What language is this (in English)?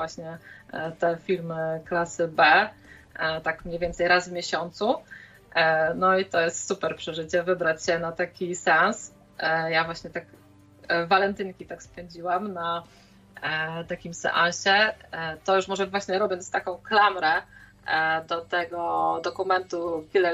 Polish